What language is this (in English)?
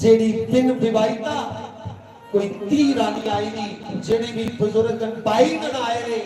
Dogri